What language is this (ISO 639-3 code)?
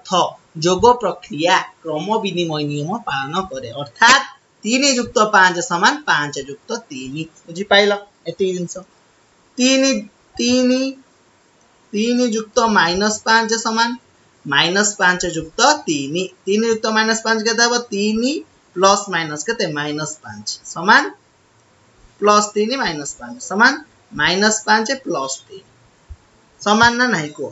ori